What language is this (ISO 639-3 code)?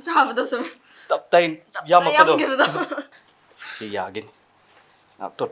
mni